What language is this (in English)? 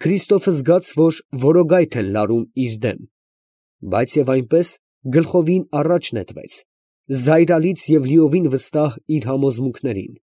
Armenian